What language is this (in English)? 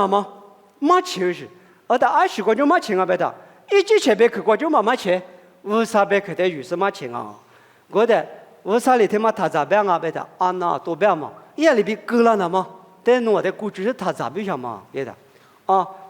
Lisu